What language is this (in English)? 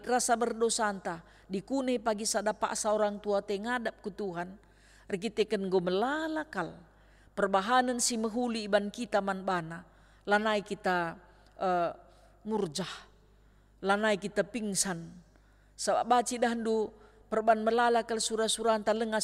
Batak Karo